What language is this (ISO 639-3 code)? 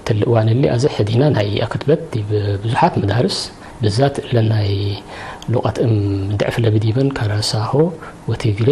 tig